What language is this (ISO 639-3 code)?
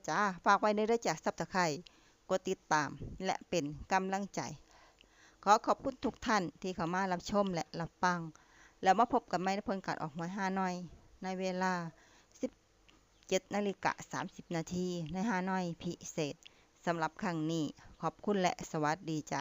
lao